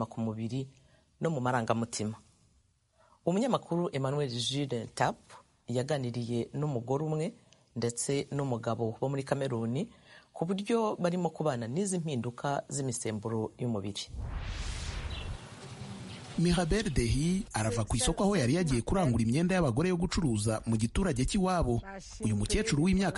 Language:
Kinyarwanda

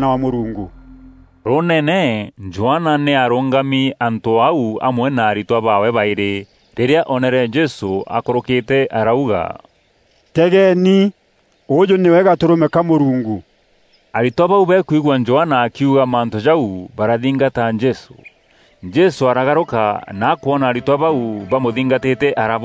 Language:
Meru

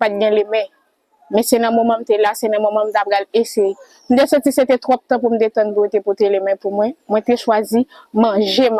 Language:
Haitian Creole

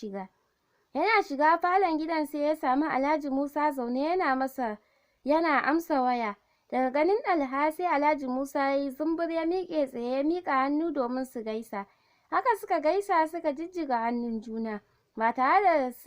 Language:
Hausa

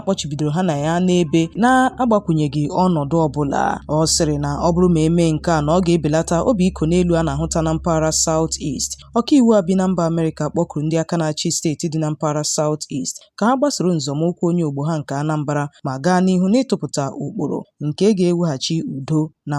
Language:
Igbo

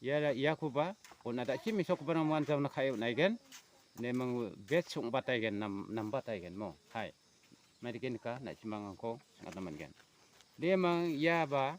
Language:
Garo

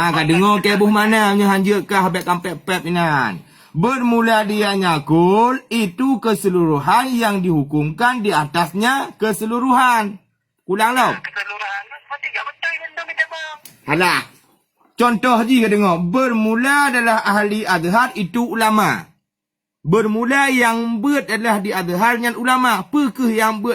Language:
Achinese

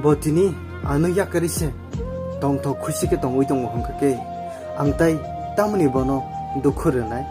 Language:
Kok Borok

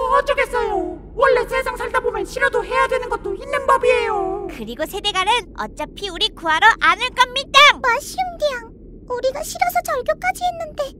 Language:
Korean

